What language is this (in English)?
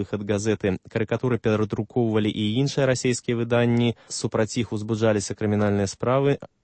Belarusian